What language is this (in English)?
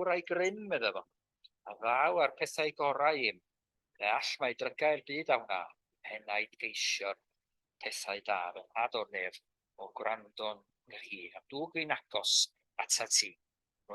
Welsh